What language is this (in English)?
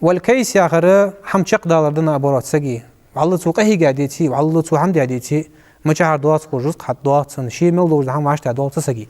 Ingush